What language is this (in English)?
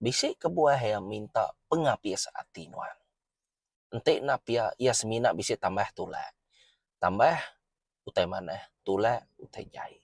Iban